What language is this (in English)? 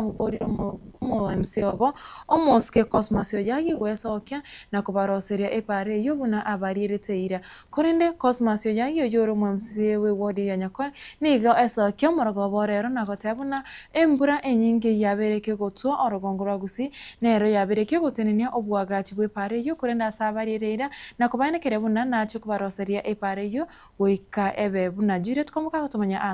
Gusii